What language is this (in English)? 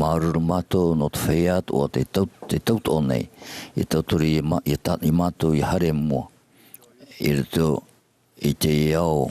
Tahitian